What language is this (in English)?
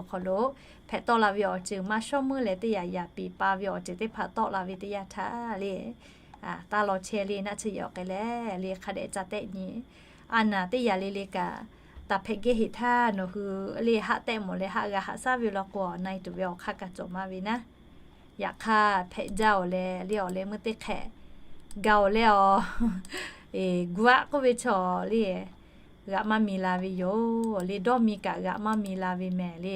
Lahu